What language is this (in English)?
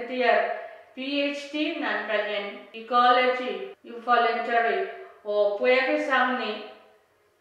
Pohnpeian